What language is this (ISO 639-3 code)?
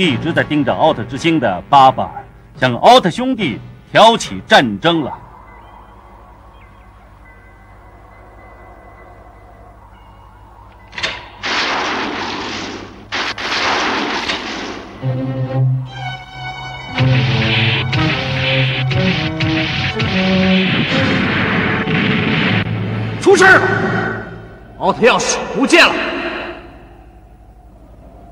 zho